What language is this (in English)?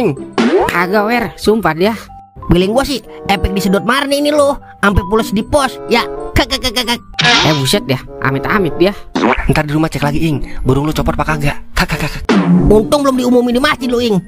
Betawi